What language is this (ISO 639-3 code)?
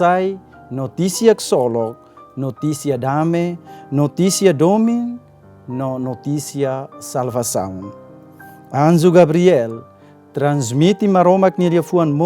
tet